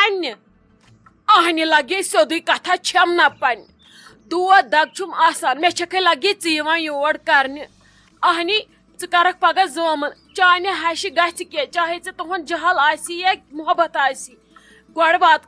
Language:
Kashmiri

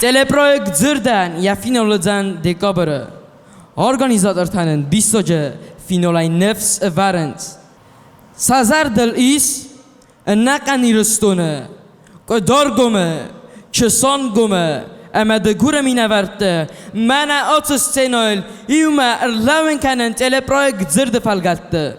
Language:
Ossetic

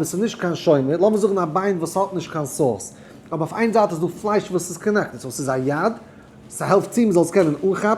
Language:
Yiddish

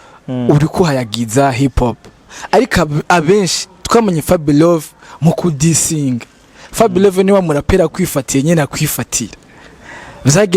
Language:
Rundi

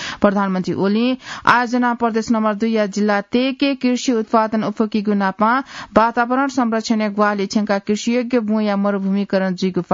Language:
Newari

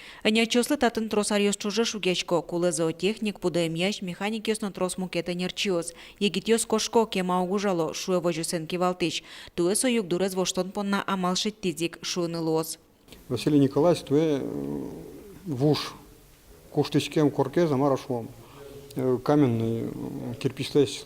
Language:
Udmurt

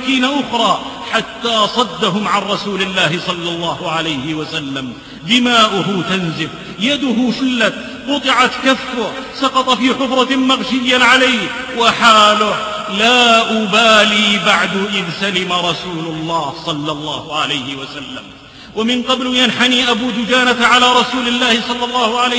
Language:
Arabic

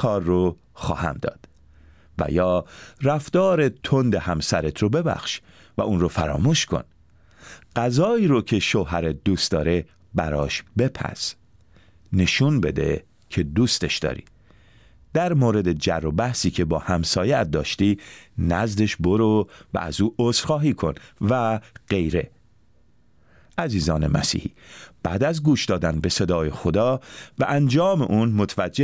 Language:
Persian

